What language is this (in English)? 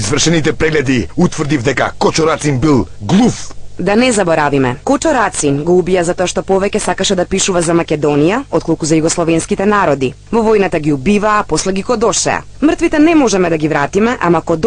Macedonian